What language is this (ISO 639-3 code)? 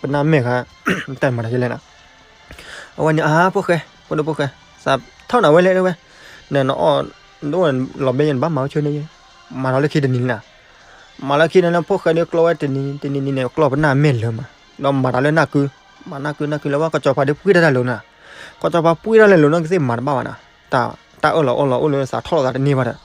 ksw